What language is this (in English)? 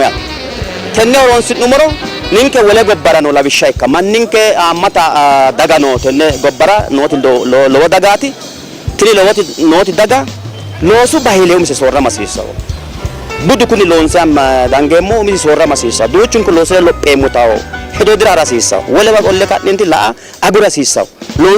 Sidamo